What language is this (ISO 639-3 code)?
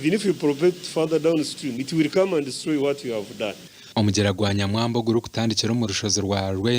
nyn